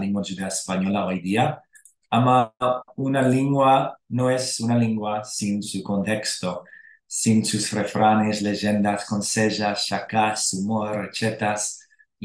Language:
Ladino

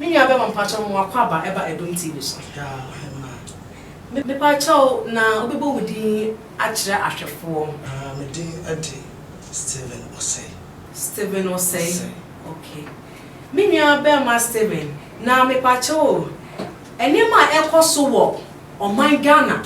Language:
Akan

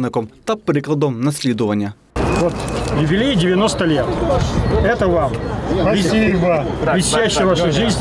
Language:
Ukrainian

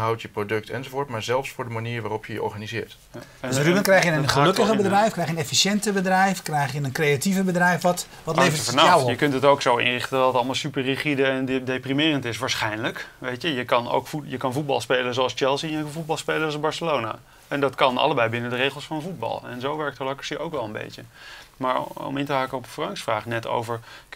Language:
Dutch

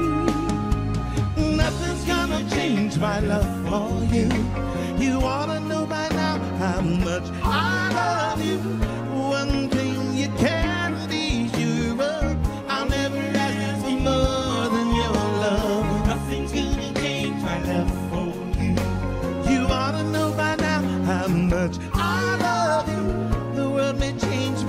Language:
English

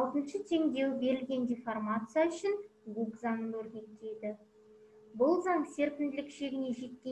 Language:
Kazakh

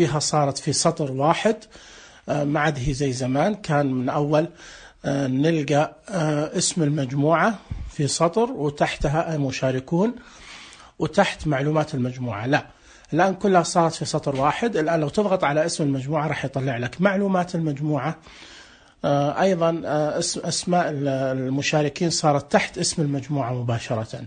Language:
Najdi Arabic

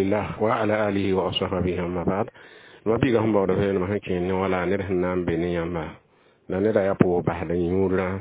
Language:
Mossi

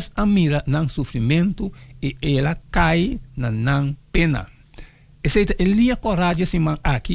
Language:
Papiamento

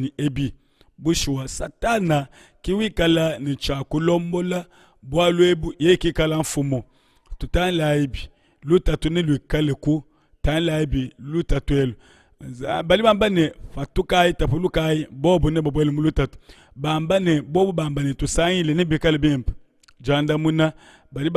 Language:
Luba-Lulua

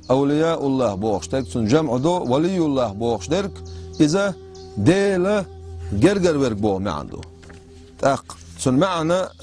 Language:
Chechen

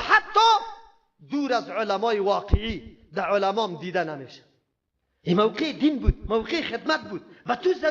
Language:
Persian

